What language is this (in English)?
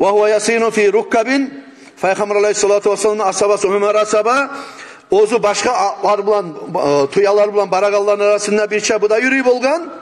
Kumyk